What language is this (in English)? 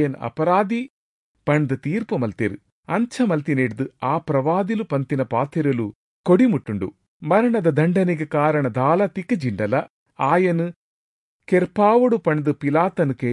Tulu